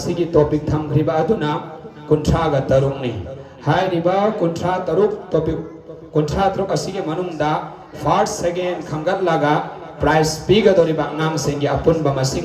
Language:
Manipuri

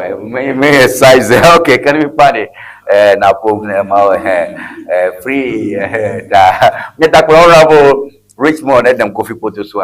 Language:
Ewe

